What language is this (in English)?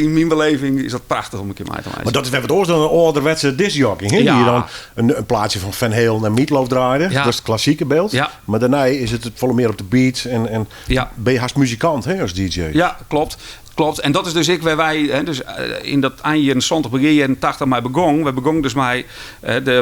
Western Frisian